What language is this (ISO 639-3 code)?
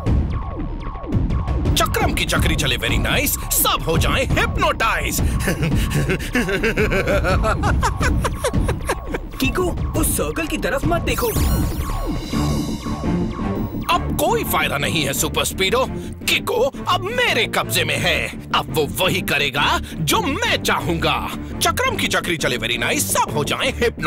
hin